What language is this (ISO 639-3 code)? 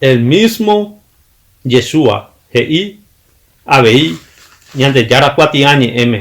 grn